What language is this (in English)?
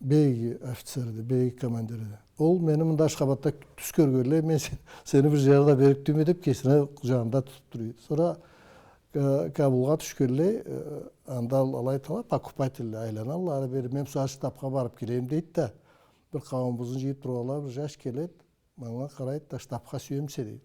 Karachay-Balkar